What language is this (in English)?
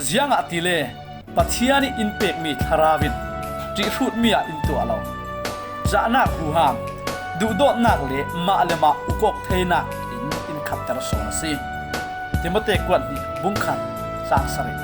Falam Chin